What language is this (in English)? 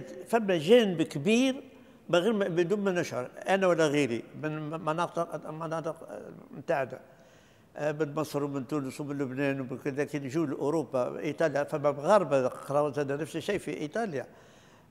Tunisian Arabic